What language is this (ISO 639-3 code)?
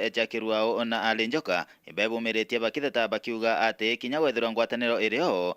mer